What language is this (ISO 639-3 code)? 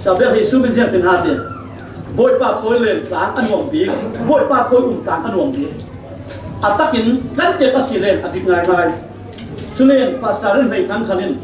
cfm